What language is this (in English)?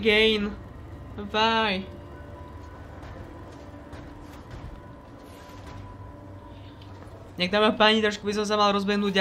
Slovak